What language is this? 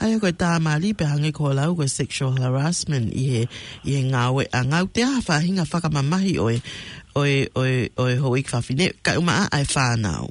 Tongan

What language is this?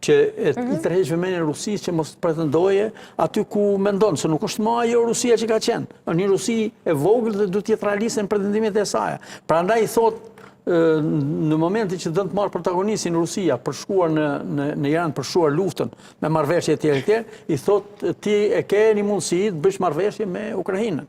Albanian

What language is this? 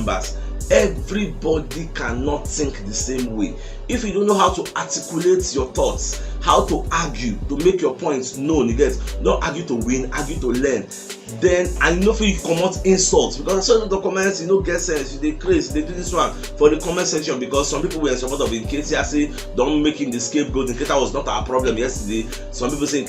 Nigerian Pidgin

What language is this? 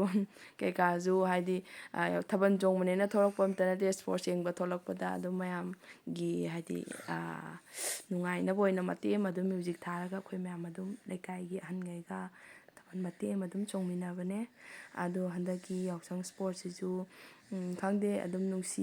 Manipuri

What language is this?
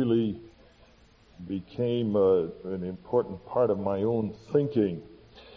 English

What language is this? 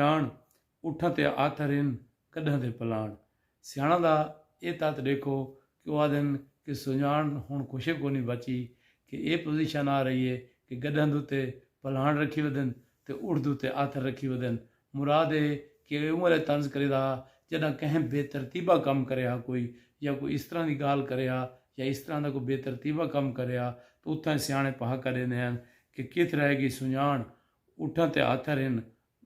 Saraiki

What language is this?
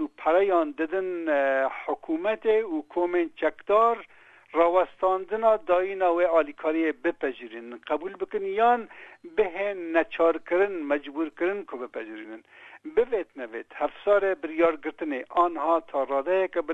Kurdish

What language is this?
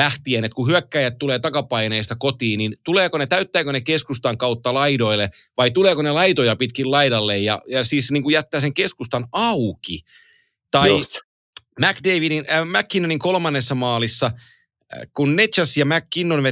Finnish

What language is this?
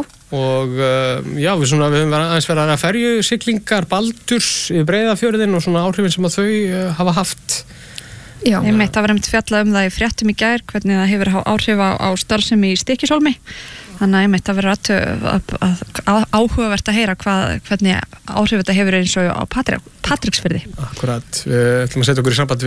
Icelandic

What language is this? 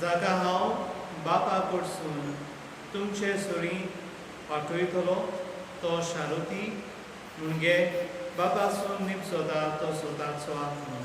Konkani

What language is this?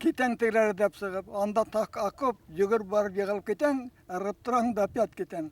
Bashkir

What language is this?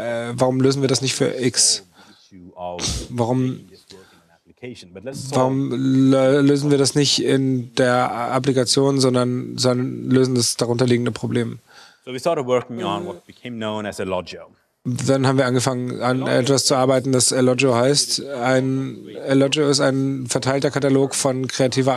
German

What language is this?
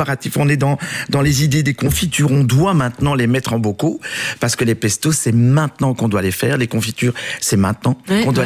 French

